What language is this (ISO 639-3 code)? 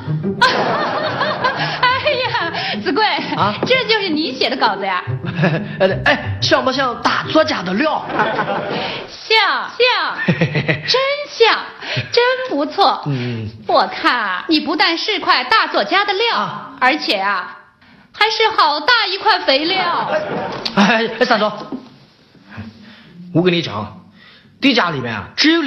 zho